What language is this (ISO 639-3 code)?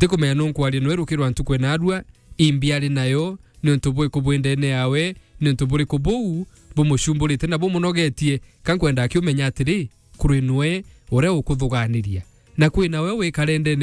mer